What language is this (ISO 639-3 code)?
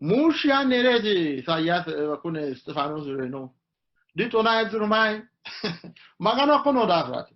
sid